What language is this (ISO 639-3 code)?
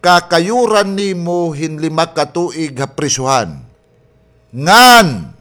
war